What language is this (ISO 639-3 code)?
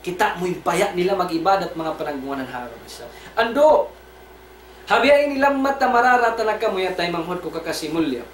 tsg